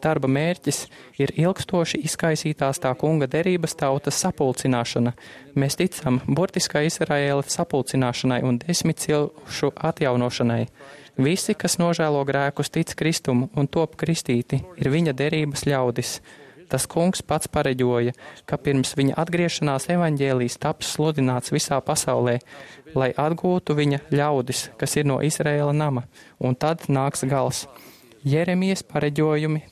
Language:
Latvian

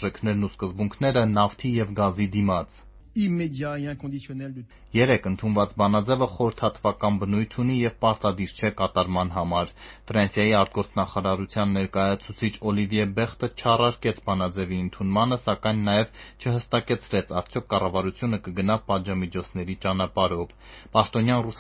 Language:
Armenian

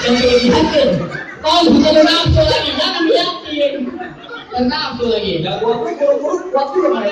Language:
Betawi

